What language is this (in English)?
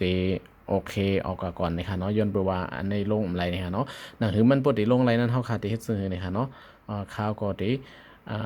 Shan